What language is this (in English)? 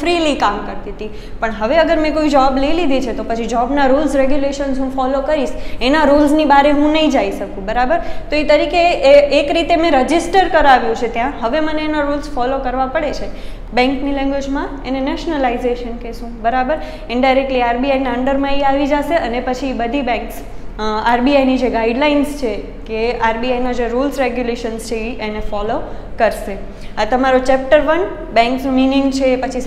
Gujarati